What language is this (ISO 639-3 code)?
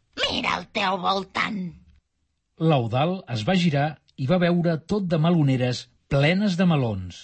cat